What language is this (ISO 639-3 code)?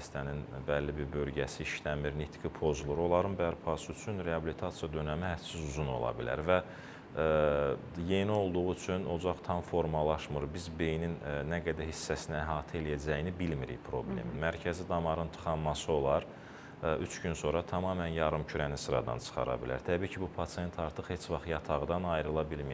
aze